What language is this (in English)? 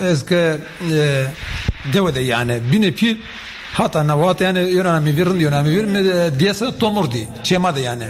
Zaza